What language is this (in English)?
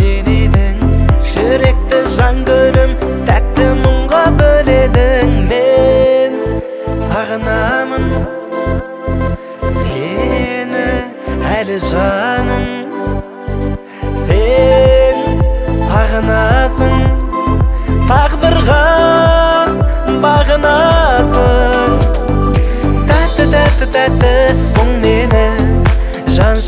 Kazakh